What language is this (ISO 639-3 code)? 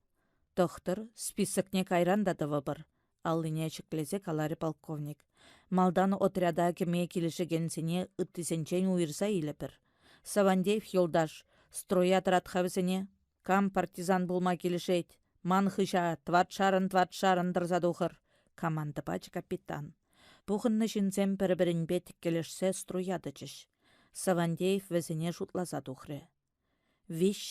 chv